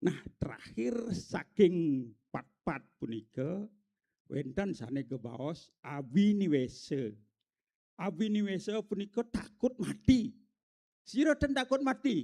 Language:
Balinese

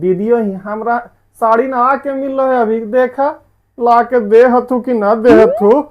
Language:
Magahi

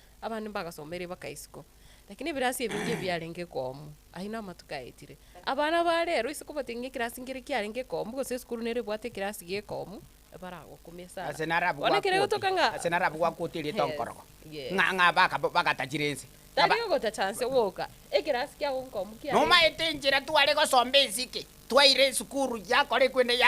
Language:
Gusii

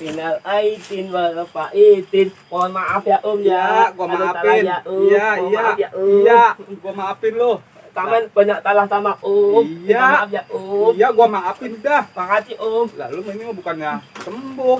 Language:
Betawi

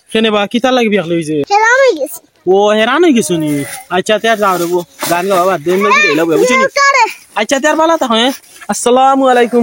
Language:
Sylheti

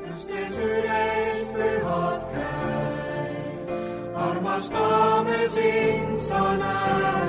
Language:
Estonian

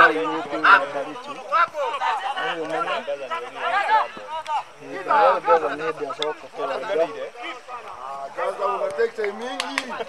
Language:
Swahili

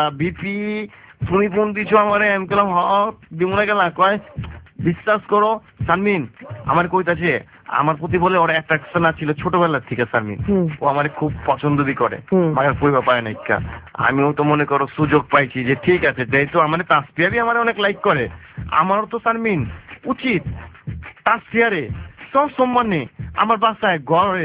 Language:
Bangla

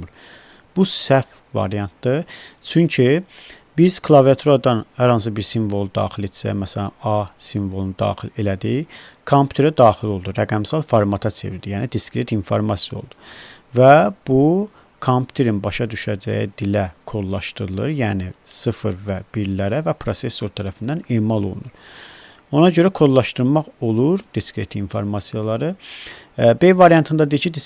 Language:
Azerbaijani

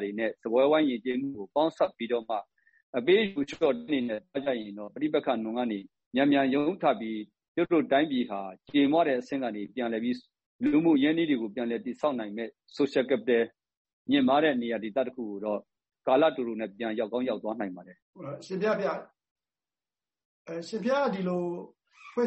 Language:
Burmese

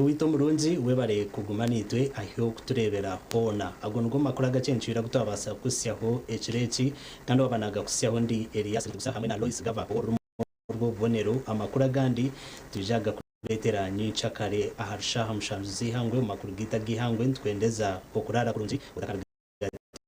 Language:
Nyankole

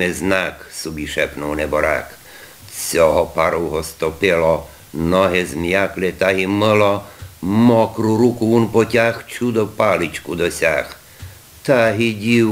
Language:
Rusyn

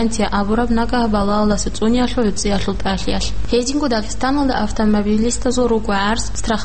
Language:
Avaric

